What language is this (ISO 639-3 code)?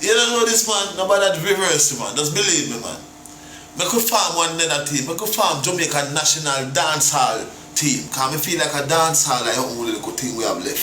jam